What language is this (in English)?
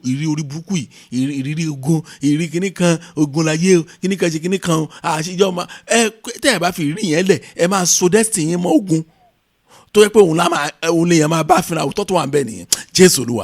Yoruba